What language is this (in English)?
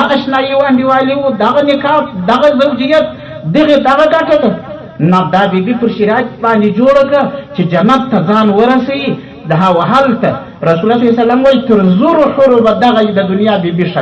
Pashto